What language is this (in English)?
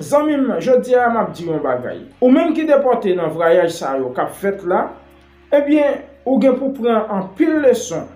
Haitian Creole